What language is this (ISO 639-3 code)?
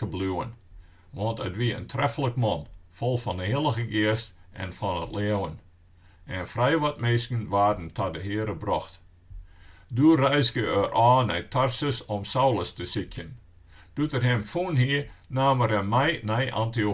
fry